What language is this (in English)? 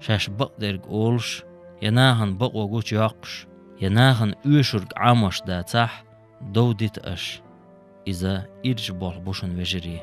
Chechen